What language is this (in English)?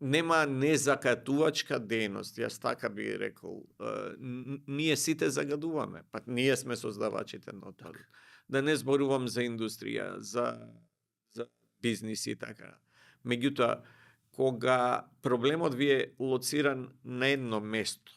Macedonian